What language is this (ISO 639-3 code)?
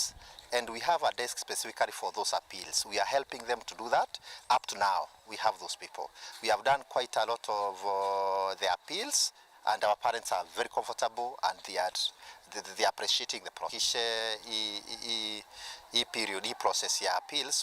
mer